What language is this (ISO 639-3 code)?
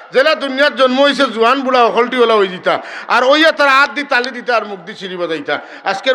syl